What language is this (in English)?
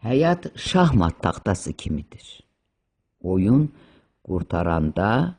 Azerbaijani